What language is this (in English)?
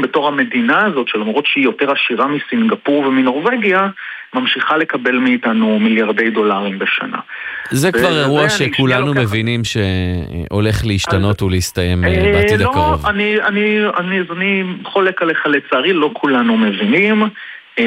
Hebrew